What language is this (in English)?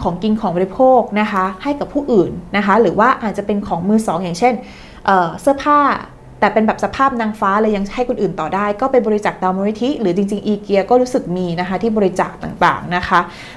Thai